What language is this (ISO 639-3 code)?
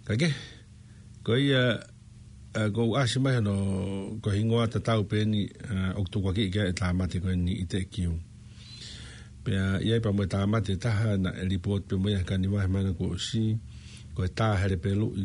ton